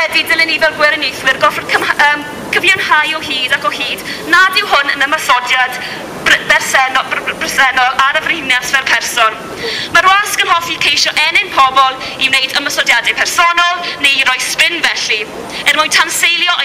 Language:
Welsh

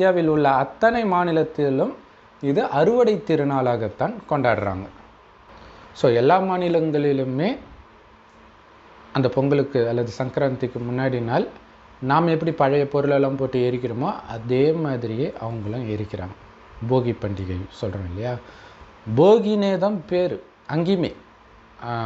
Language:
Tamil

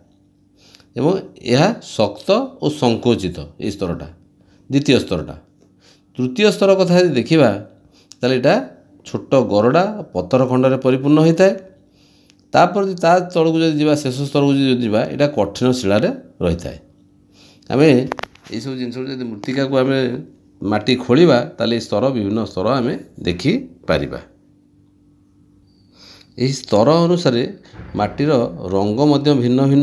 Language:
Odia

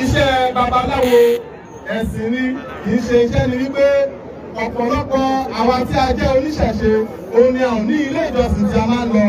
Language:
Yoruba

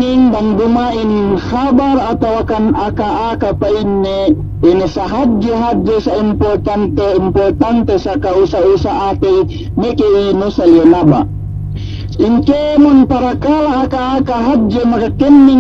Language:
Yakan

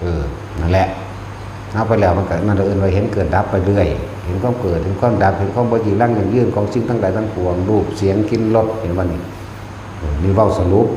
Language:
Northeastern Thai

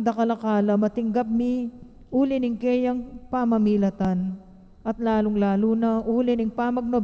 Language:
Pampanga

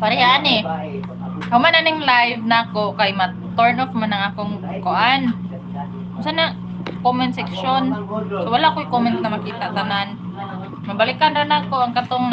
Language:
Cebuano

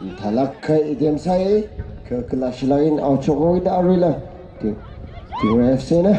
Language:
Tangkhul Naga (India)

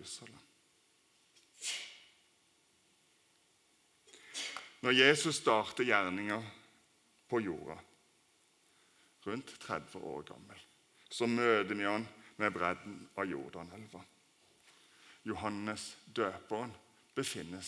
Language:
Norwegian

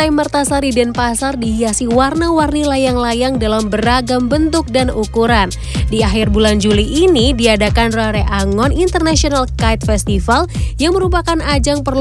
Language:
Indonesian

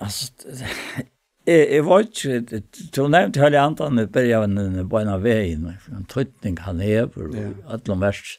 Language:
Faroese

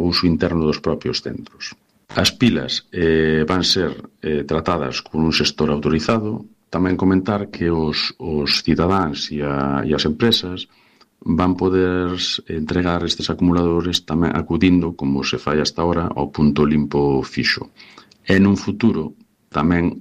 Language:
Galician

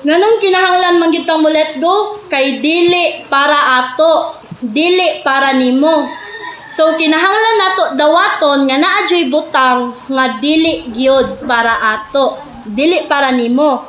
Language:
Cebuano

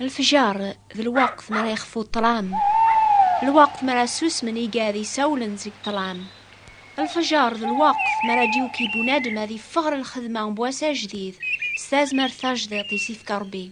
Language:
Kabyle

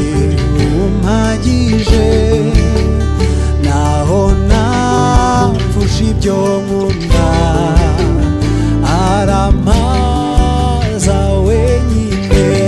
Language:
Kinyarwanda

